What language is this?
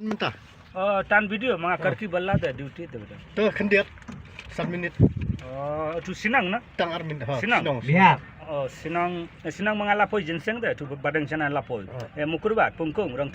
Khasi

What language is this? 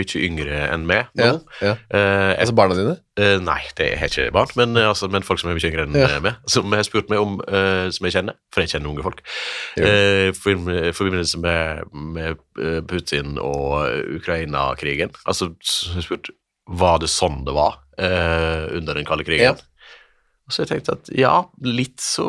Norwegian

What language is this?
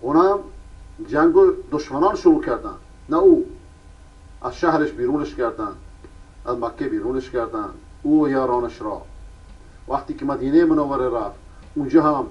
Persian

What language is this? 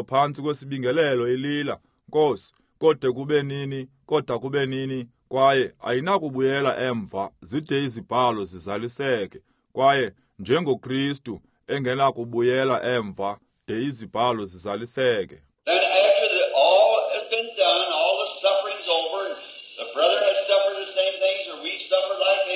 Xhosa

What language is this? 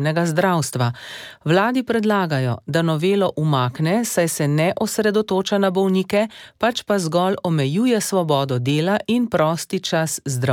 Slovenian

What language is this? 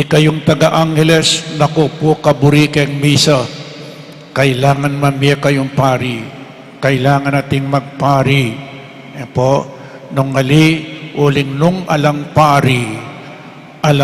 Pampanga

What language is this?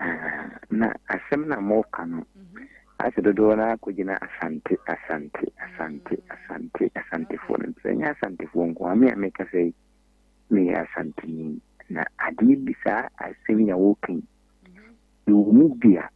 Akan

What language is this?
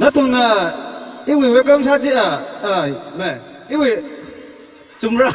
Tangkhul Naga (India)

